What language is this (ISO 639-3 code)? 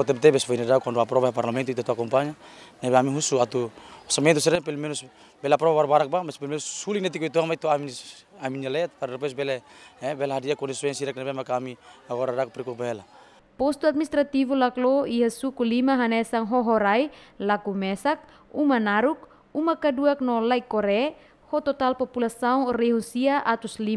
tet